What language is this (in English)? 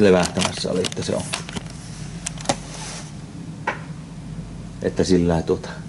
Finnish